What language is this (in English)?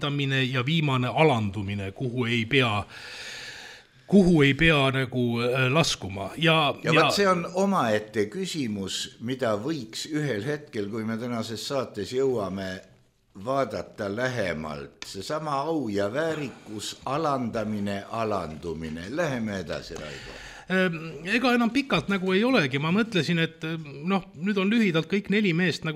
Estonian